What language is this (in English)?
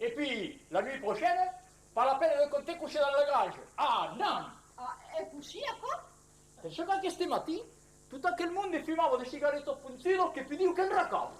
Occitan